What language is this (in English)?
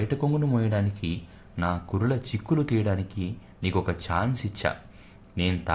Telugu